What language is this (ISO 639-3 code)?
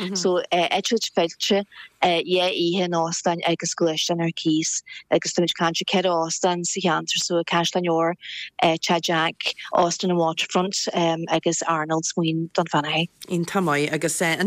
gle